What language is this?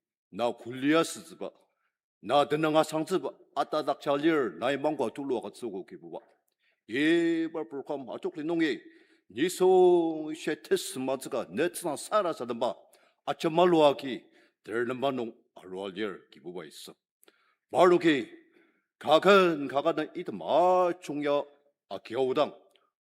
Ao Naga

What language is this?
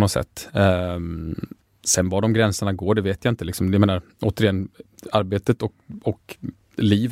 Swedish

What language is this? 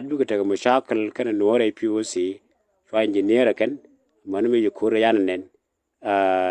Nuer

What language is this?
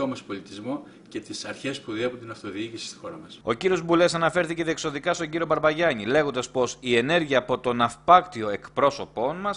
Greek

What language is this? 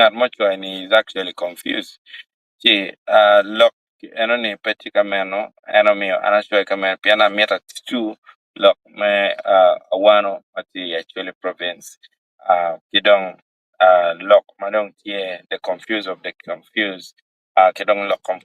Acoli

